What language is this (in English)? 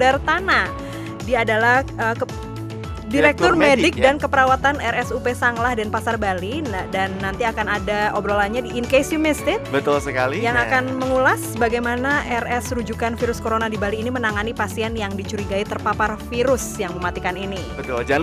Indonesian